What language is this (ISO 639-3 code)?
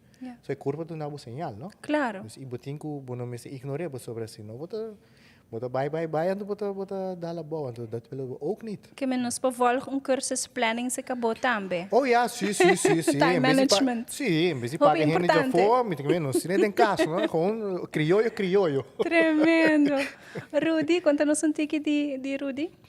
pap